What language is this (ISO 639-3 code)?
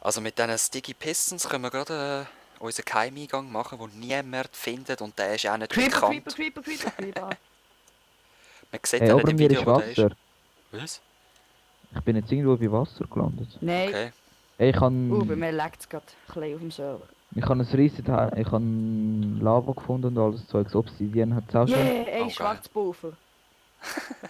gsw